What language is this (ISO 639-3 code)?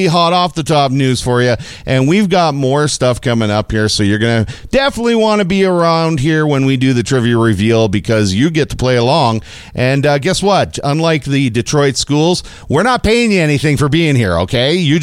eng